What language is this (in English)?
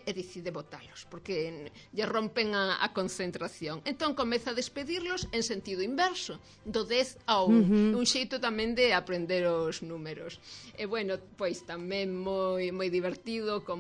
Galician